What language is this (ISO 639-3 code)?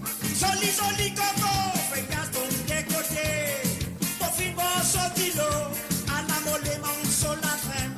mfe